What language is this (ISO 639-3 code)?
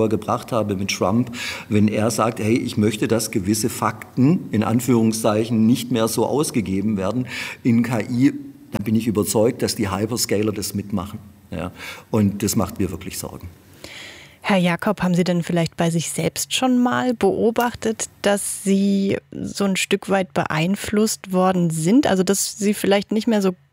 deu